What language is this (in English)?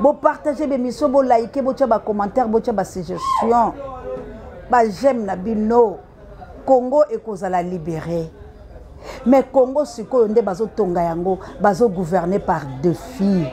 Lingala